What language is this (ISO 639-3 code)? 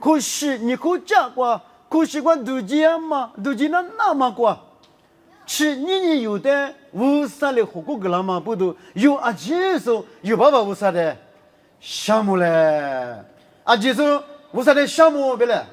lis